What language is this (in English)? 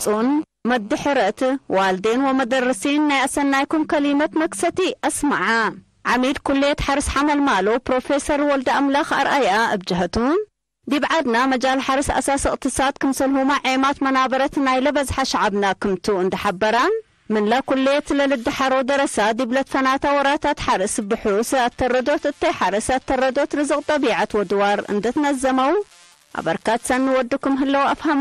Tigre